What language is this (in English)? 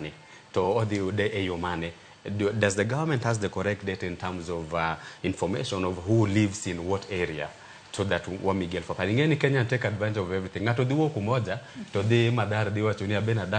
Luo (Kenya and Tanzania)